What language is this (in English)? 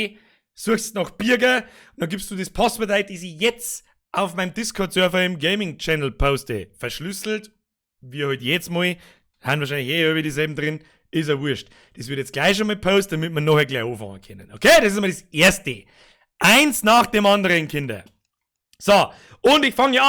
Bavarian